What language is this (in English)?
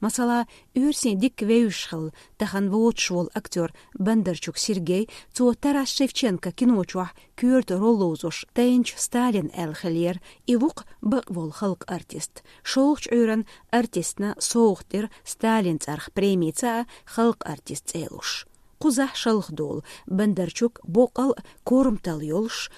Chechen